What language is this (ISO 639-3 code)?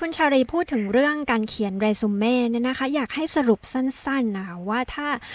tha